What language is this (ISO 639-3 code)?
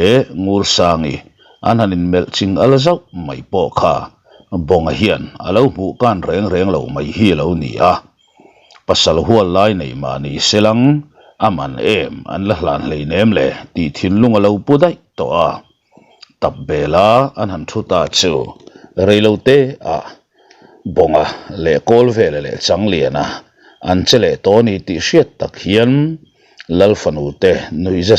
lus